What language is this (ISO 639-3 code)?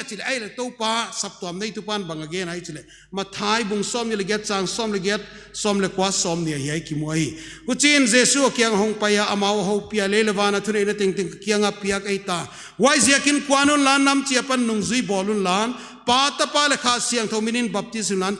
pck